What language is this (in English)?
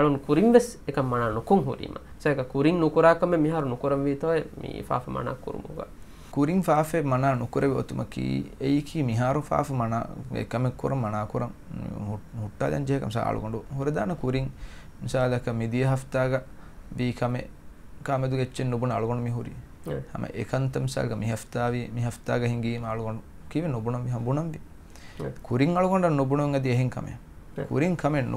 Divehi